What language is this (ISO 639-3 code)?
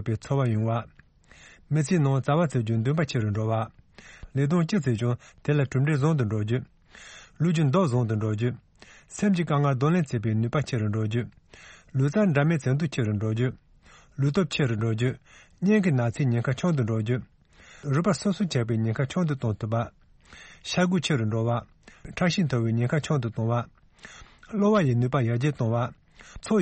bod